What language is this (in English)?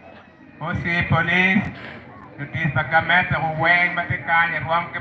Acoli